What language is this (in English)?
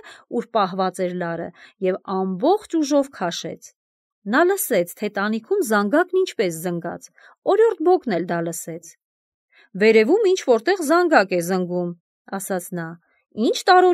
Armenian